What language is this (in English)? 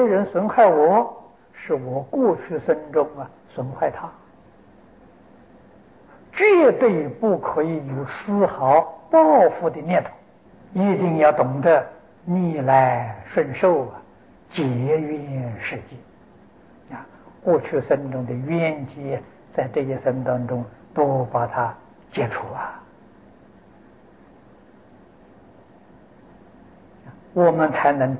Chinese